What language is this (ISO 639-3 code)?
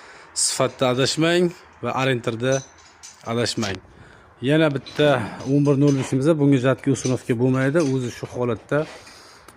uzb